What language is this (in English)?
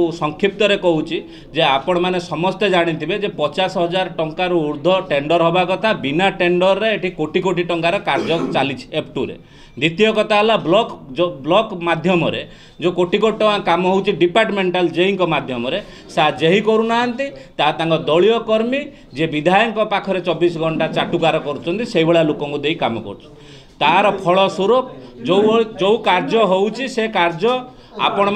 Odia